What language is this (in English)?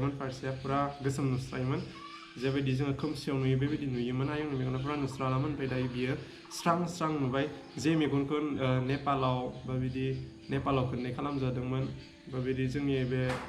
Bodo